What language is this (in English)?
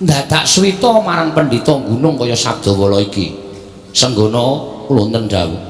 Javanese